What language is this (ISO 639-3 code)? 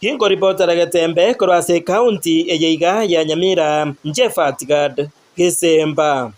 guz